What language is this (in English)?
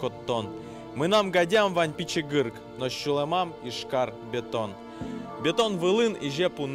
Udmurt